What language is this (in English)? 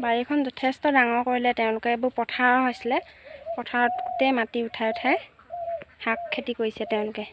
Assamese